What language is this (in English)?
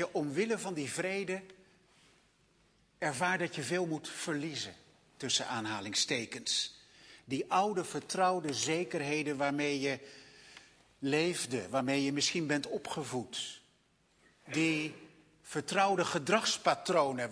Dutch